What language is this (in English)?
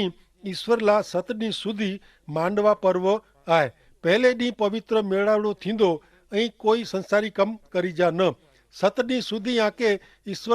Kachhi